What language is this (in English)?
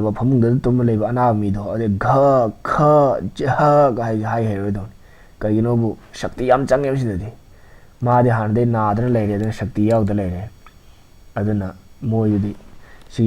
Manipuri